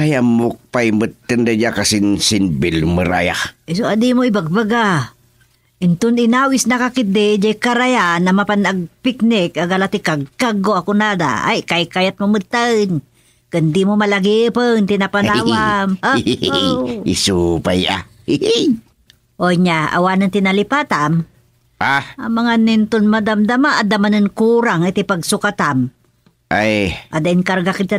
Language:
Iloko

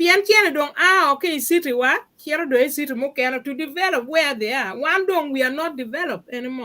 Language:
Acoli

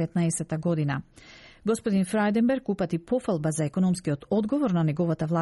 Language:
Macedonian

